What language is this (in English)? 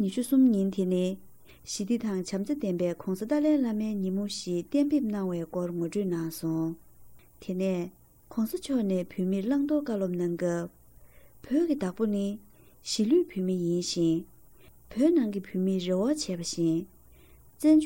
Tibetan